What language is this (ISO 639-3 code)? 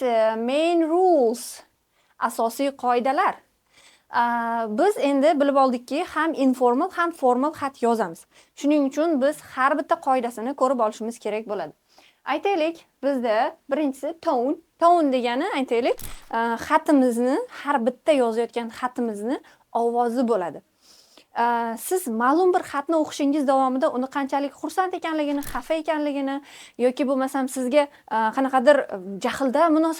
uzb